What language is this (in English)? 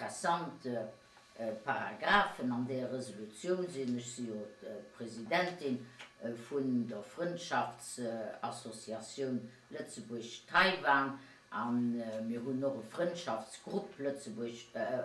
Luxembourgish